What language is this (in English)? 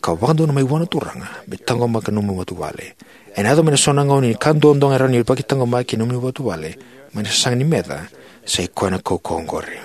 Fijian